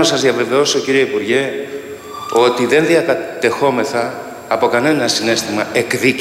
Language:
Greek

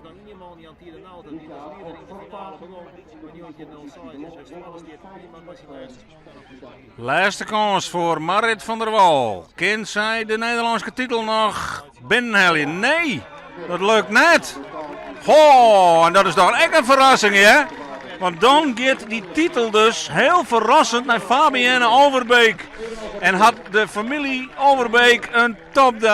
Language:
Western Frisian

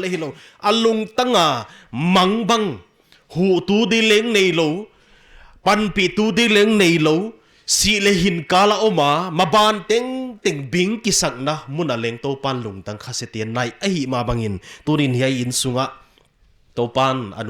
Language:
Paite Chin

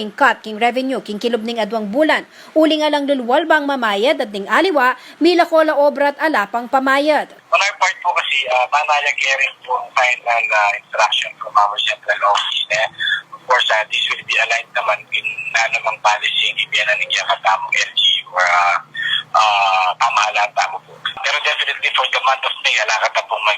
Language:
Pampanga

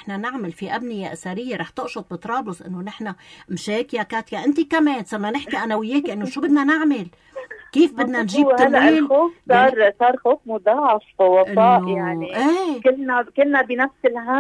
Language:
North Levantine Arabic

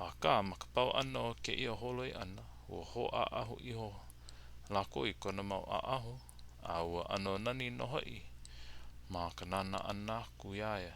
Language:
Hawaiian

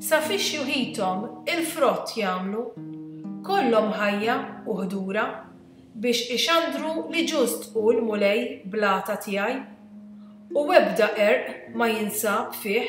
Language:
Maltese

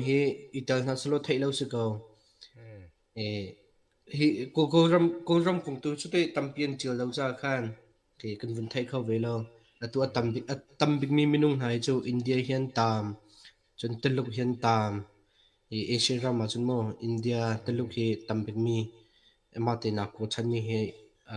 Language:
Hakha Chin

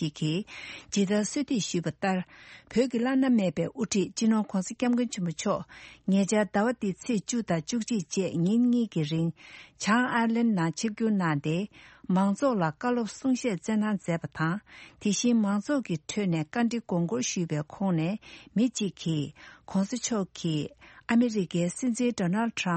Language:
Tibetan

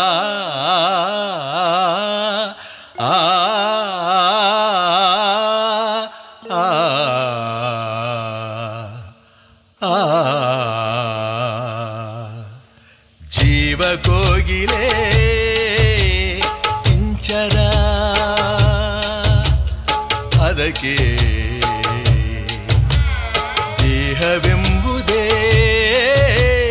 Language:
Kannada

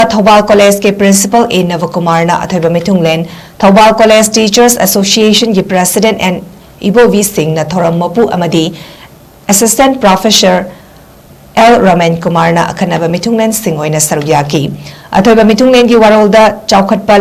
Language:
Manipuri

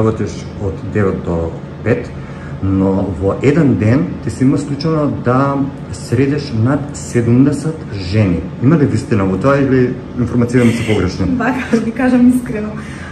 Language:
Macedonian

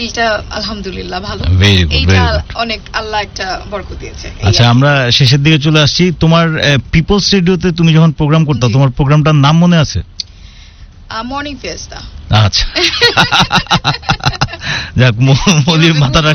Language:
Bangla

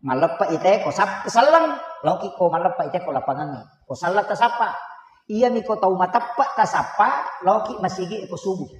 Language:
Buginese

